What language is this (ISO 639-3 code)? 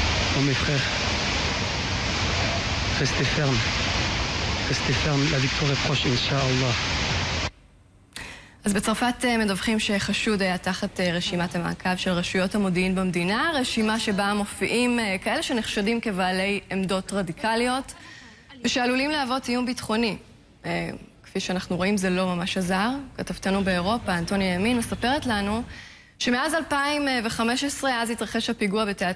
heb